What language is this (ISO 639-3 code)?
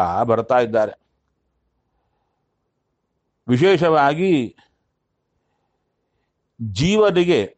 kan